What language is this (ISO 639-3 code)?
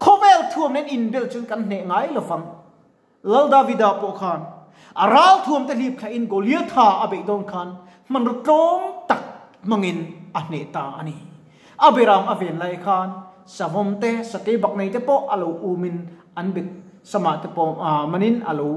lus